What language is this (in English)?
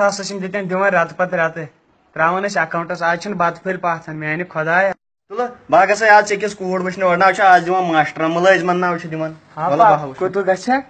Kashmiri